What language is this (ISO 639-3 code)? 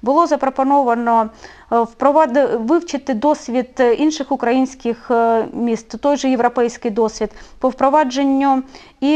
ukr